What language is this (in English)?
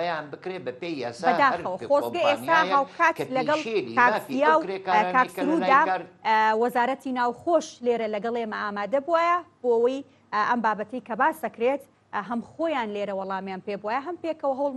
Central Kurdish